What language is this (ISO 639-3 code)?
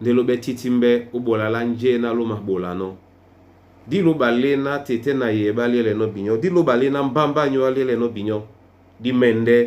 dua